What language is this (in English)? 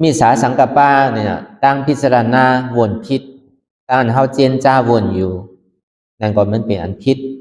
Shan